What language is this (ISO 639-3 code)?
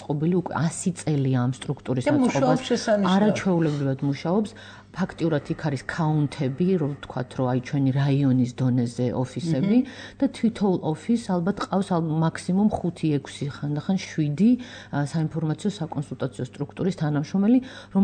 kat